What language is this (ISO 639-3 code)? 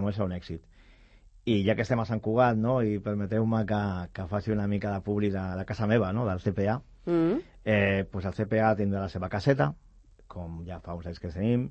cat